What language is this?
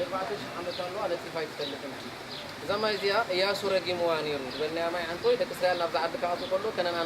Tigrinya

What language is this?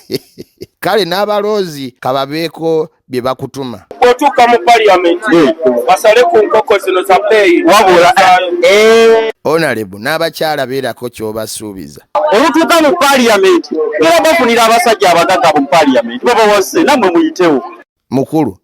Ganda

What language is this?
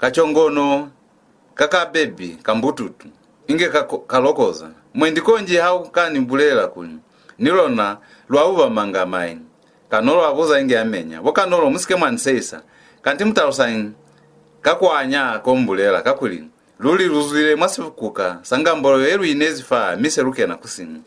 Lozi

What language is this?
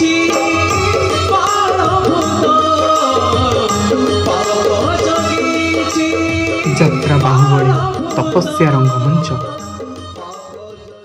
Odia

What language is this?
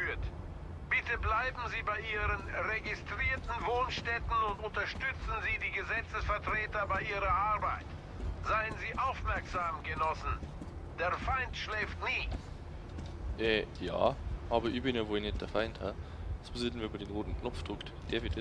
Bavarian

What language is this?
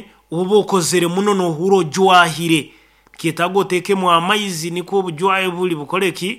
Nyankole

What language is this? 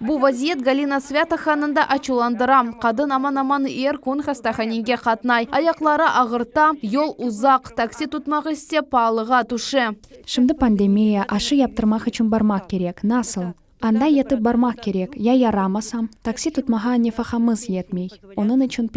Crimean Tatar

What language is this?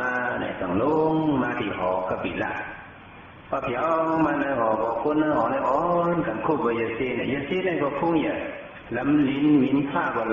Shan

